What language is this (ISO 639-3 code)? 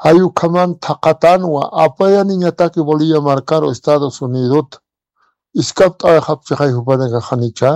aym